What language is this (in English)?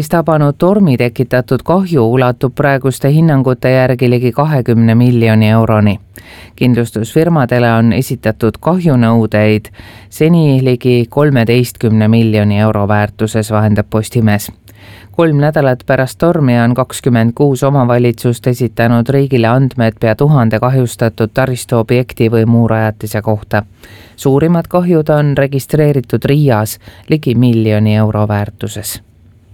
Estonian